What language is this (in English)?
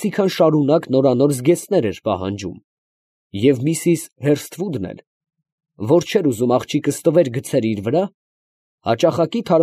Armenian